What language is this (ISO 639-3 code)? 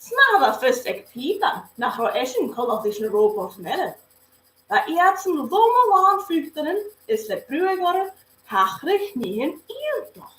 gla